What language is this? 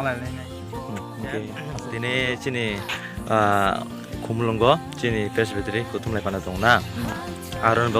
Kok Borok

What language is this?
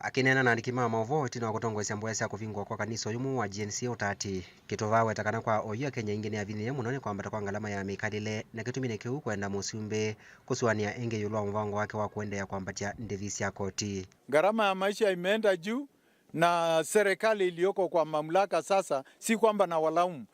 Kamba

